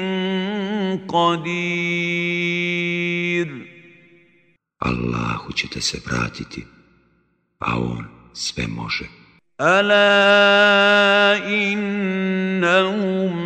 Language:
Bosnian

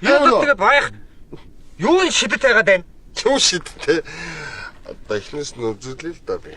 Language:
Mongolian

